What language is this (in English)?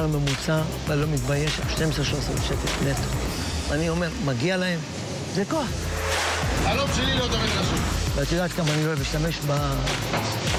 Hebrew